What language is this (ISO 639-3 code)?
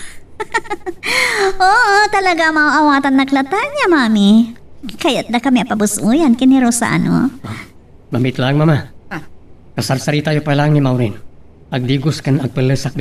ilo